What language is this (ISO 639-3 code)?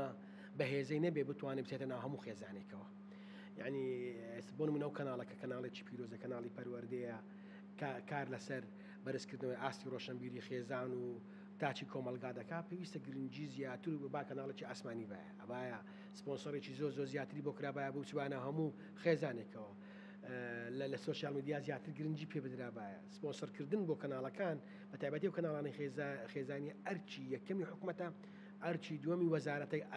ckb